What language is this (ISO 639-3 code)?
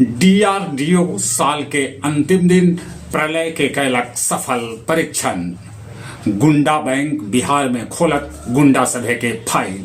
mag